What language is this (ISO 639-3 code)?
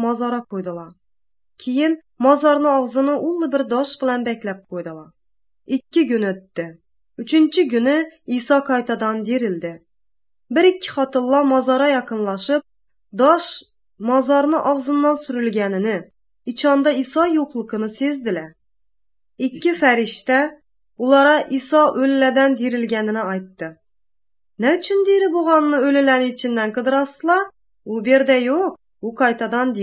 aze